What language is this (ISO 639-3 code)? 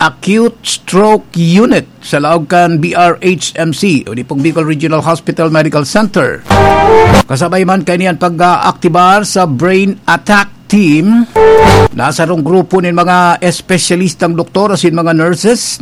bik